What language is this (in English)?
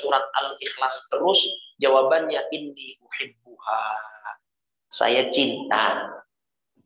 Indonesian